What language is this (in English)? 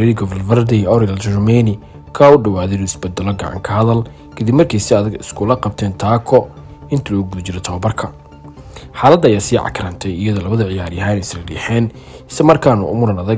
Somali